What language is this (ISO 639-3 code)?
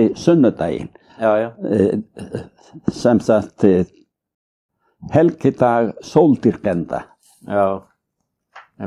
isl